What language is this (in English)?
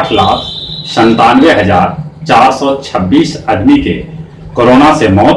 Magahi